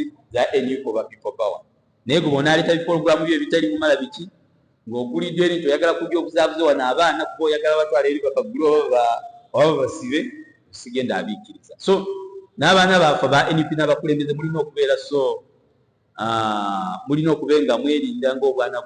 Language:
Ganda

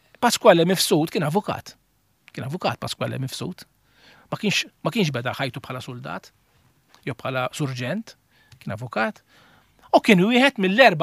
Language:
Maltese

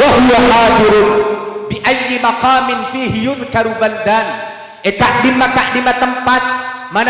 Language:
Madurese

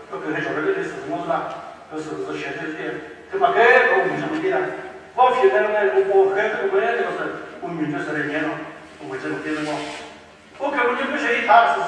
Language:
Chokri Naga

